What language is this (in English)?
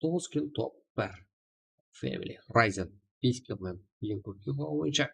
Kara-Kalpak